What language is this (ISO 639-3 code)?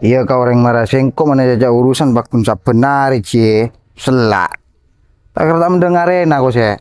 mad